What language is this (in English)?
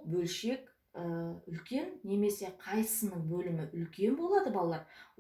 Kazakh